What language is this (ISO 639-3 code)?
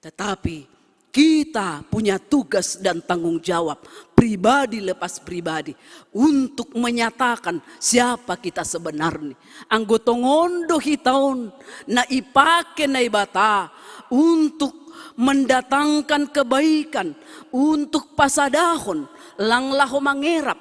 bts